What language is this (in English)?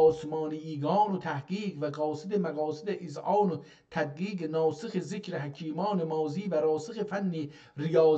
South Azerbaijani